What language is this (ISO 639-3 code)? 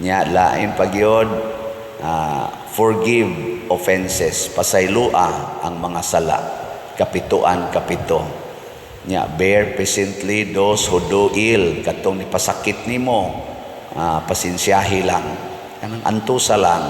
ceb